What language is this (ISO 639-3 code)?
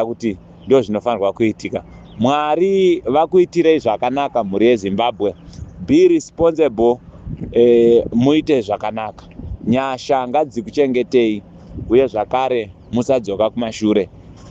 sna